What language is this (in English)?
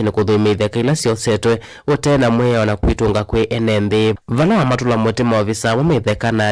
Kamba